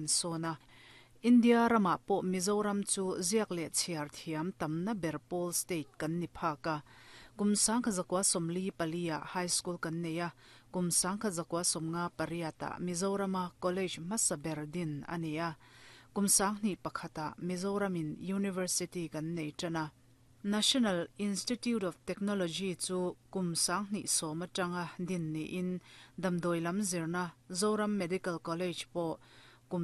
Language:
Mizo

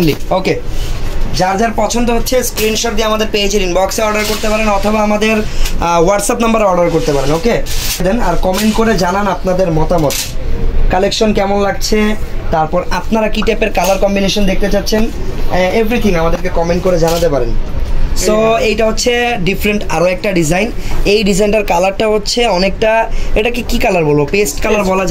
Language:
Bangla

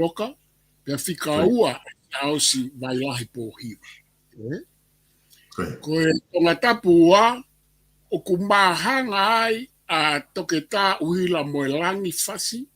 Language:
Tongan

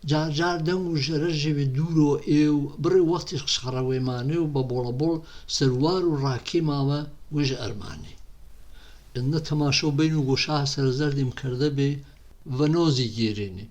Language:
Gurani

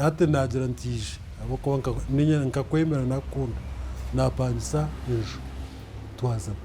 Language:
Nyankole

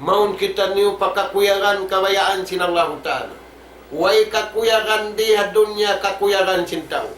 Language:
Tausug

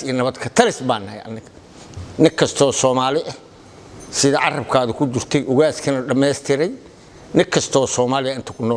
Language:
Somali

